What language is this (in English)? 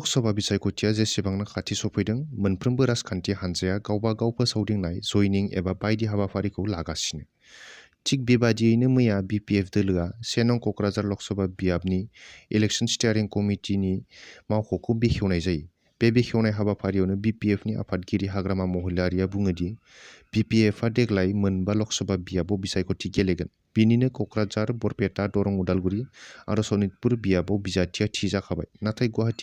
Bodo